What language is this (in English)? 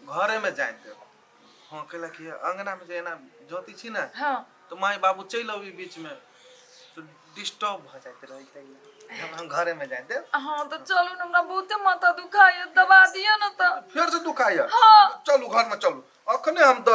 Maithili